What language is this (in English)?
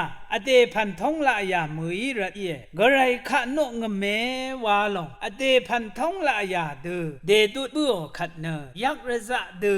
Rawang